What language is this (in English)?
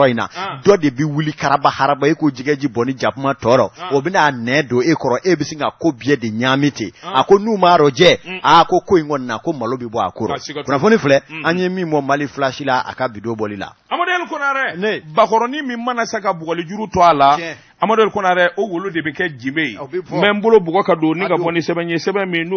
Bambara